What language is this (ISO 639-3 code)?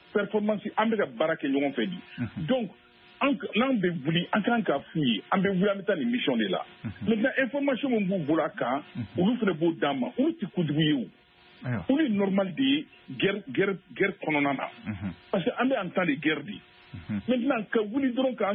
bam